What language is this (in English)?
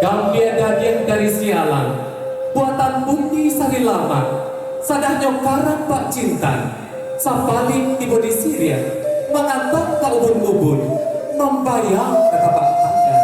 Minangkabau